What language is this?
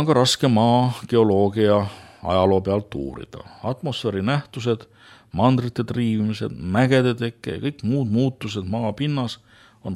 Estonian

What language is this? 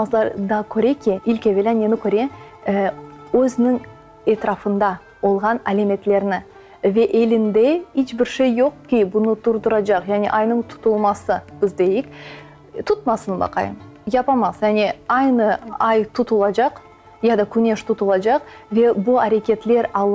Crimean Tatar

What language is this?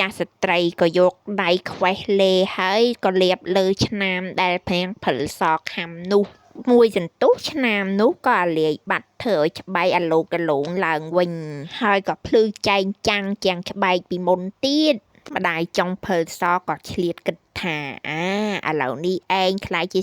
Khmer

